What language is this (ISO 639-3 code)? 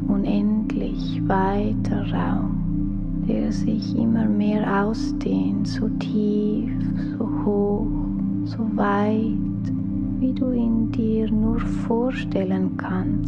gsw